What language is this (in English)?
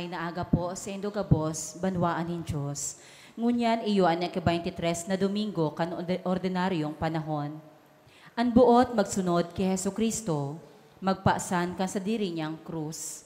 Bikol